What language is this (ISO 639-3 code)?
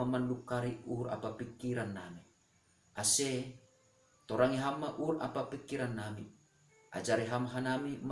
bts